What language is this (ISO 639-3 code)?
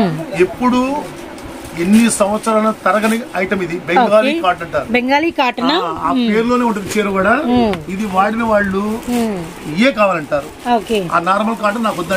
tel